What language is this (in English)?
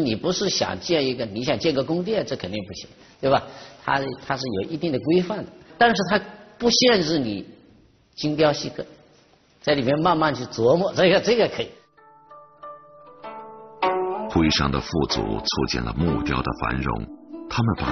Chinese